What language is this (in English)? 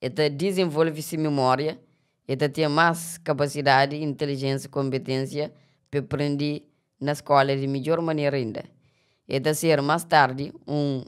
Kabuverdianu